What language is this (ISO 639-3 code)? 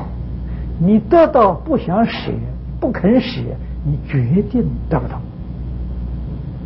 zho